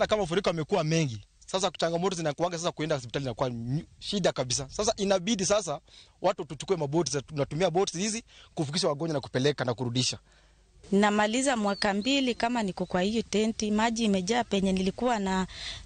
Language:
Luo (Kenya and Tanzania)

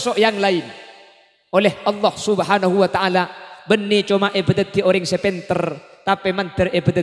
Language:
Madurese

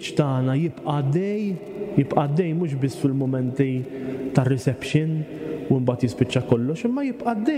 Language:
Maltese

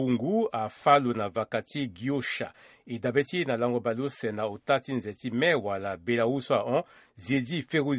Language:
Sango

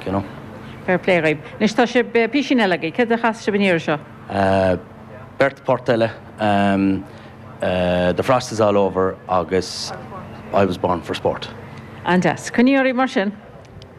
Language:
Irish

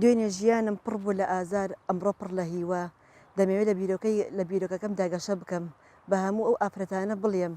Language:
Central Kurdish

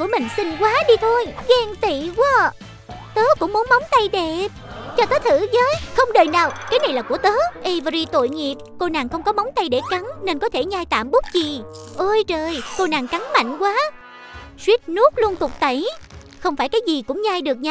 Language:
Vietnamese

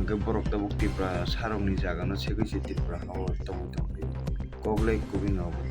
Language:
Kok Borok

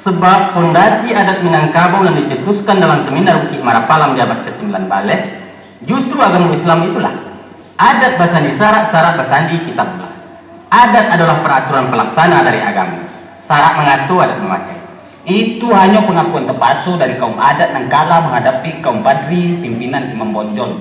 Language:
Minangkabau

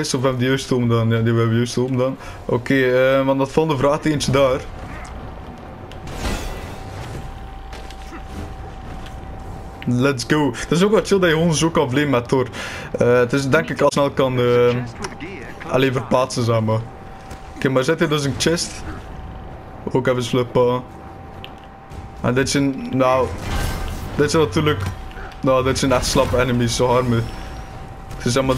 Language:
Dutch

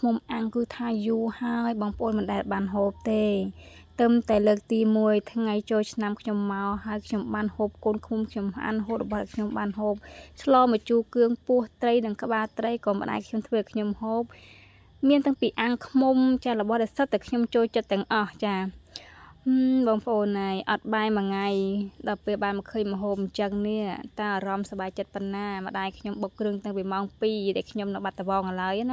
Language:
Khmer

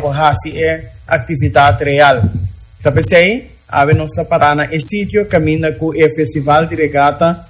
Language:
Papiamento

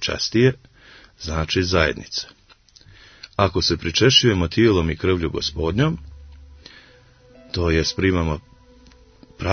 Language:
Croatian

